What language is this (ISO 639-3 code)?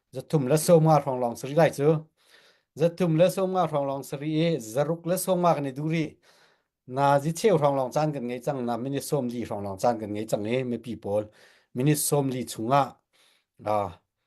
cnh